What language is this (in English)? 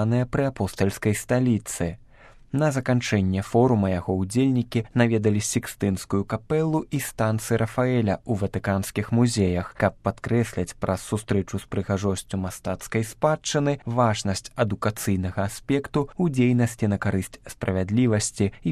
Belarusian